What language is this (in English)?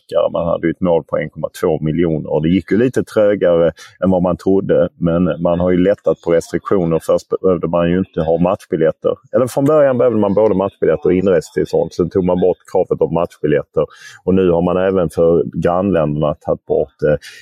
Swedish